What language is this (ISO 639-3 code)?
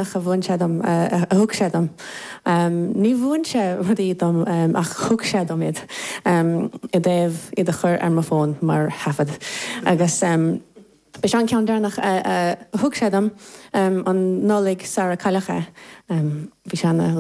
gle